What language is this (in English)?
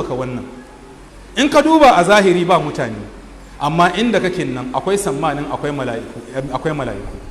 Hausa